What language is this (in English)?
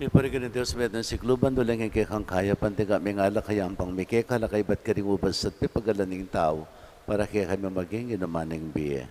Pampanga